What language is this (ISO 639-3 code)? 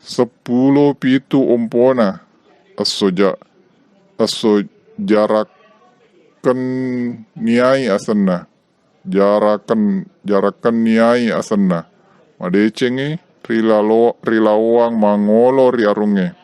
bug